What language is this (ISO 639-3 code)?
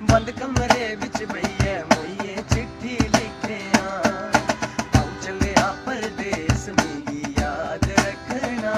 doi